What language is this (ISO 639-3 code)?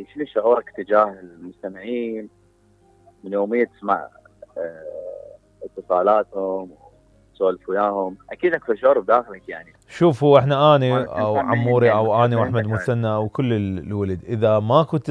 acm